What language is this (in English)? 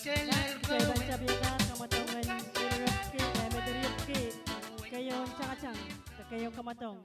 Pohnpeian